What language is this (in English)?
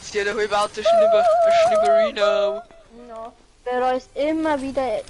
Bavarian